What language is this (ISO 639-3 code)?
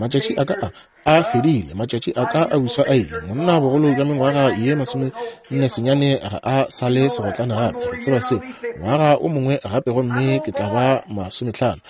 nso